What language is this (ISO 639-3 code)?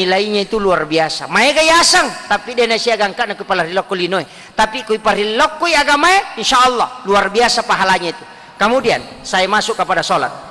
bug